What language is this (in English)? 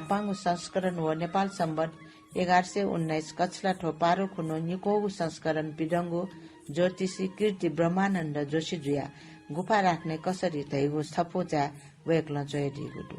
Newari